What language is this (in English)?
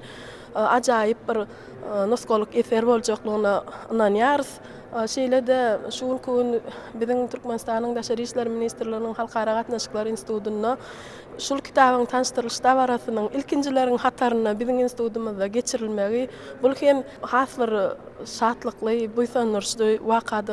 Turkmen